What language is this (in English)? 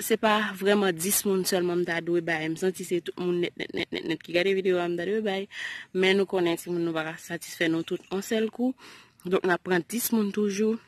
Haitian Creole